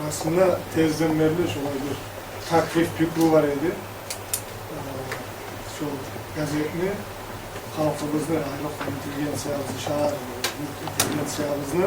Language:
Kumyk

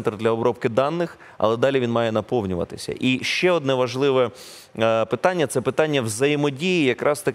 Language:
Ukrainian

